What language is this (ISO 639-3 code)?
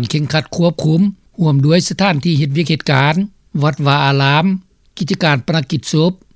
lao